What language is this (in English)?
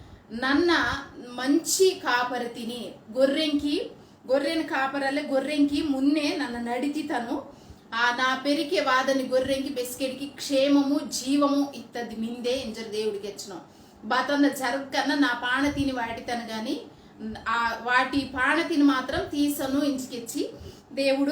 Koya